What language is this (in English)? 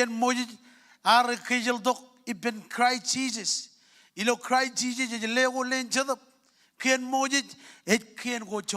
Marshallese